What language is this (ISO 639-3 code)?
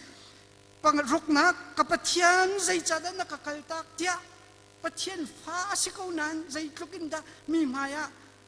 cnh